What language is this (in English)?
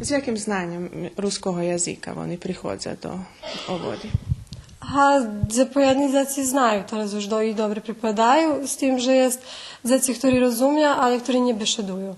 Rusyn